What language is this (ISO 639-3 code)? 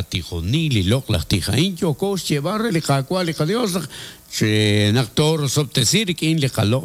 kek